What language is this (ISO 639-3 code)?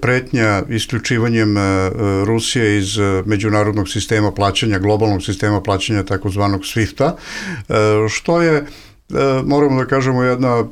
bos